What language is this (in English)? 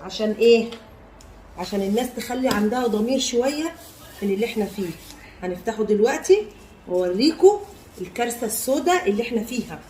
Egyptian Arabic